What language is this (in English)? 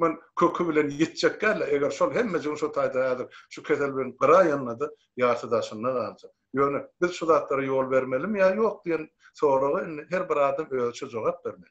Turkmen